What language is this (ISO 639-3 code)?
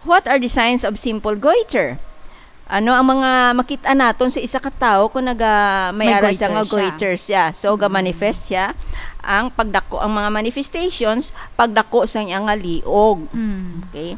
hil